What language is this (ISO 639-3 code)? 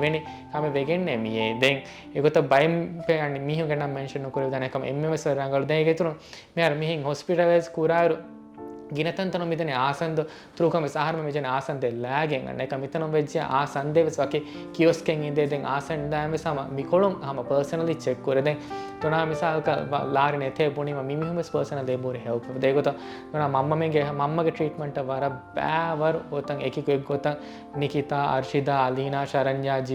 div